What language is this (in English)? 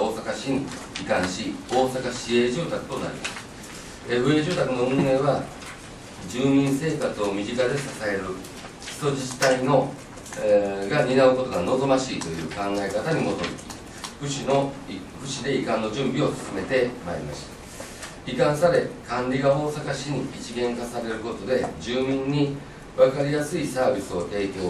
Japanese